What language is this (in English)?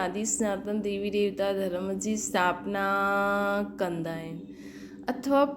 Sindhi